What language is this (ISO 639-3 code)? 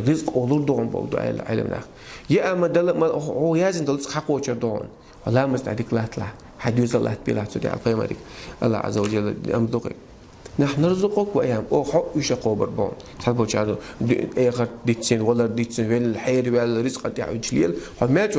che